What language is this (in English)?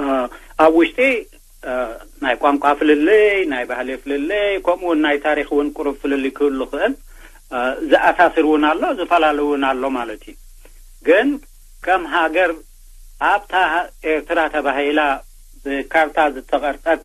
Tigrinya